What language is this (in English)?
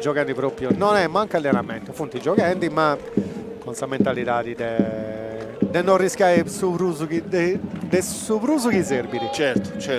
Sardinian